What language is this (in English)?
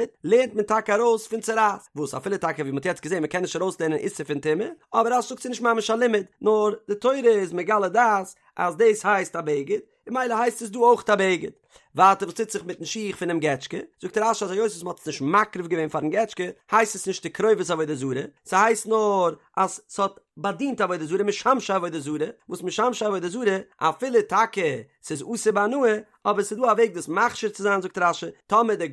Yiddish